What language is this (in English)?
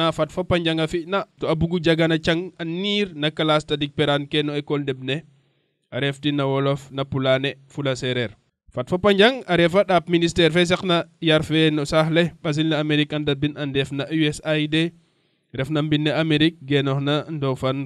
Serer